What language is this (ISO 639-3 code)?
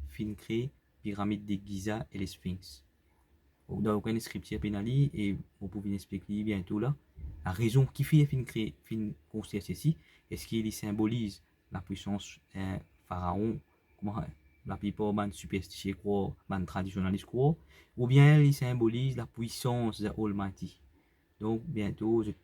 mfe